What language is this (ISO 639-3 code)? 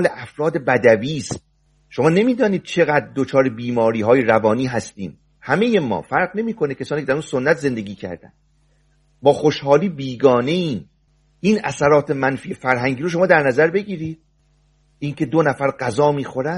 fas